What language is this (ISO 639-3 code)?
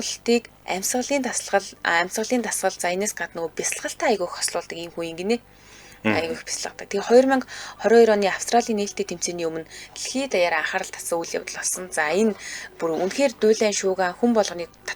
mon